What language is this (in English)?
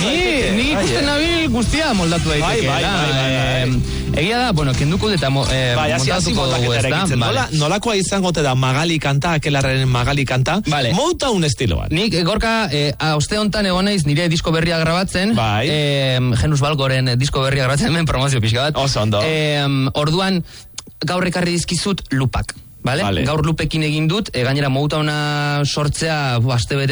Basque